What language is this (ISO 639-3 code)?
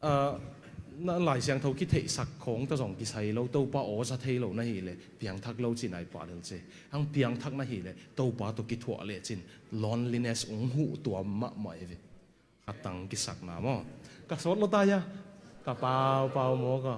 ctd